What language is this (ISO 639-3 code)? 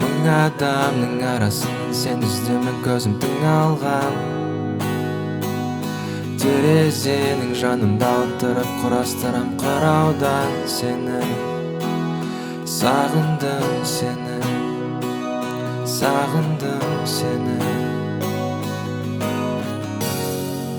kaz